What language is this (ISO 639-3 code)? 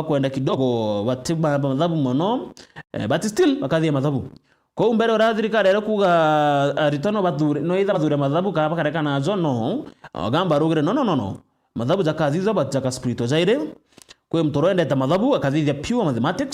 mer